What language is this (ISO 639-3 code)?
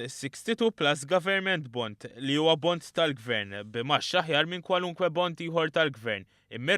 mlt